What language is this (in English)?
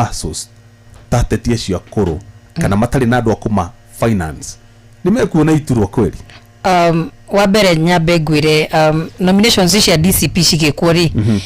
Kikuyu